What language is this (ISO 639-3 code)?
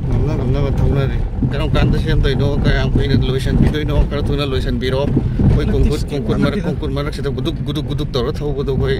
mni